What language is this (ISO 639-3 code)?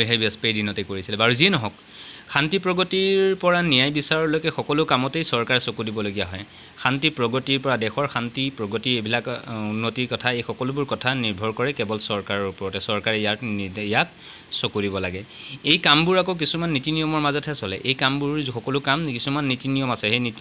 asm